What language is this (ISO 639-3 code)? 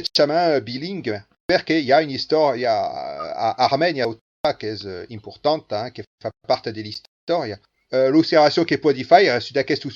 oci